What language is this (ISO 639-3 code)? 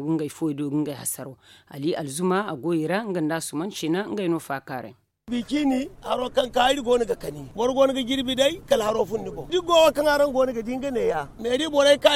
dje